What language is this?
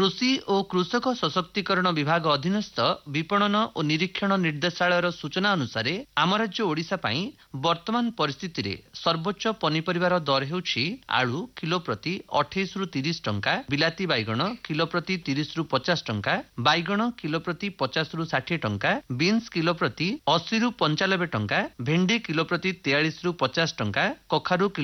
Odia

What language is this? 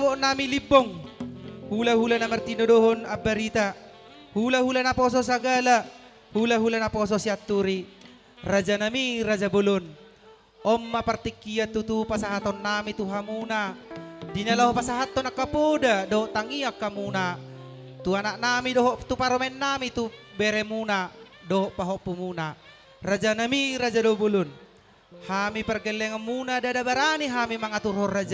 Batak Toba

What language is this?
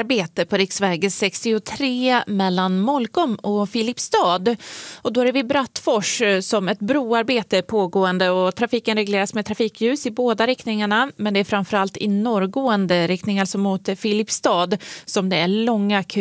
Swedish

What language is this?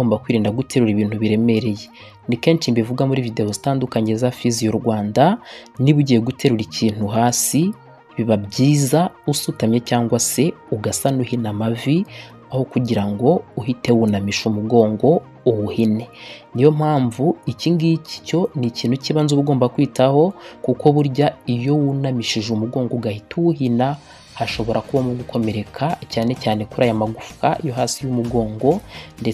Kinyarwanda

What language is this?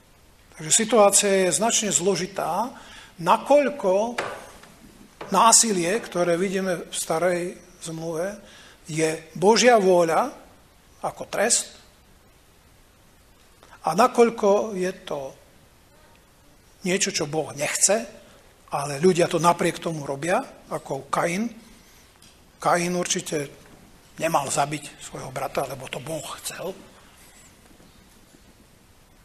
Slovak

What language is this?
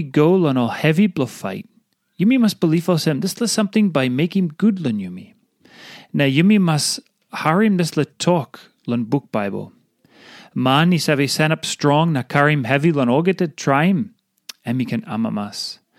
Tok Pisin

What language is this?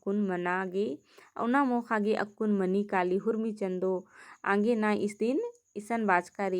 Kurukh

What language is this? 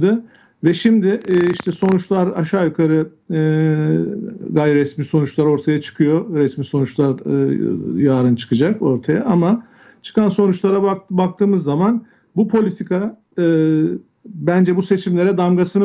Turkish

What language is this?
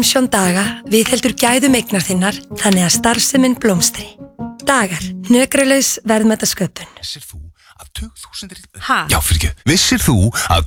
Icelandic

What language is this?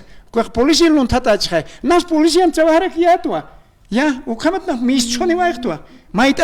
Aymara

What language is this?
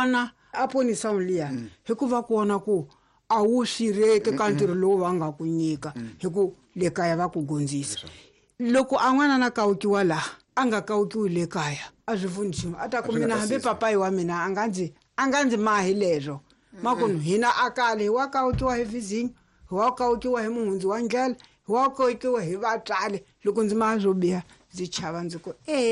Tsonga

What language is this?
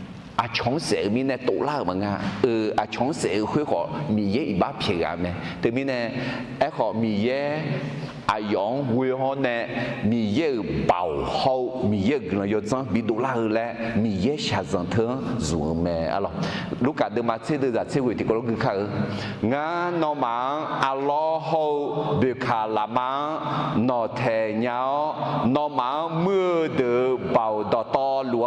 Akha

